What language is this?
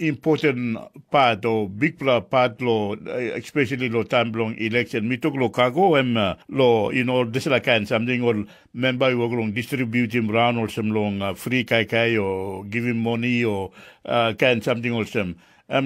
Tok Pisin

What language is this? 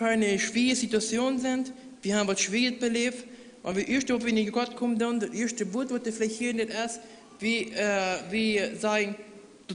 Plautdietsch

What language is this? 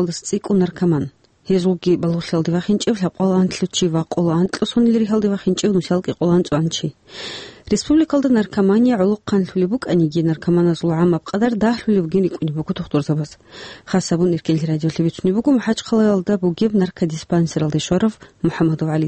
Avaric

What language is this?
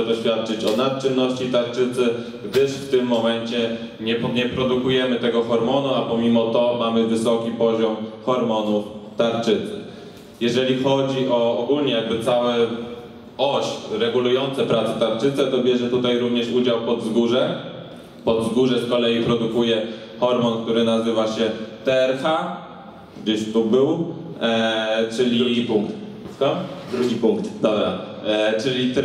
Polish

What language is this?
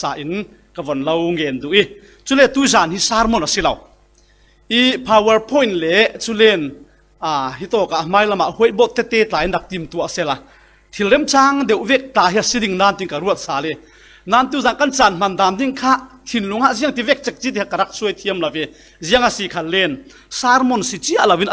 Falam Chin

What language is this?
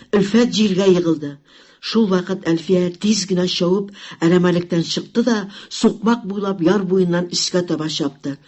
Tatar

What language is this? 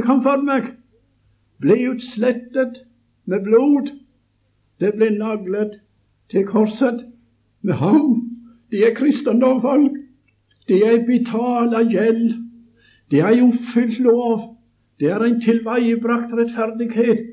Norwegian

